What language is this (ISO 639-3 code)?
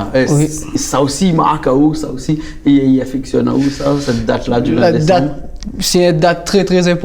rcf